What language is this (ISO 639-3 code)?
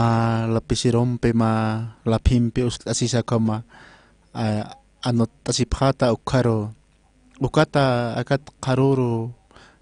aym